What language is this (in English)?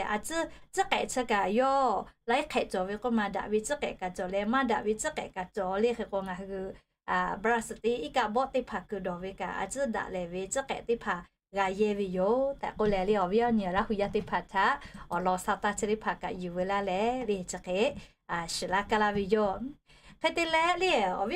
Lahu